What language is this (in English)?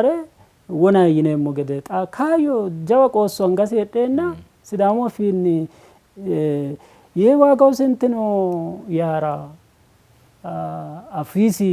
Sidamo